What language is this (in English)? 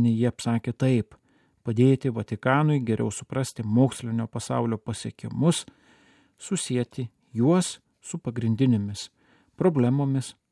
Lithuanian